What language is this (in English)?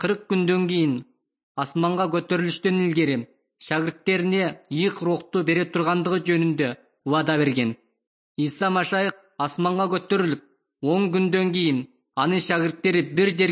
Kyrgyz